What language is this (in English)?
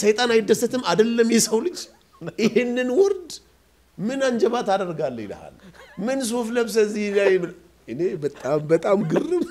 Amharic